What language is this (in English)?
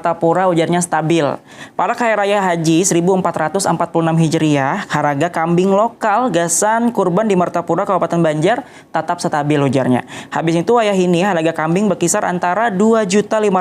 Banjar